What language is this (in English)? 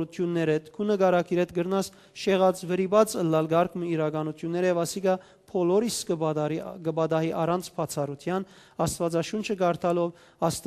Western Armenian